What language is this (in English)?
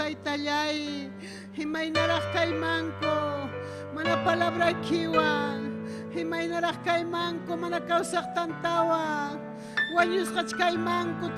Ayacucho Quechua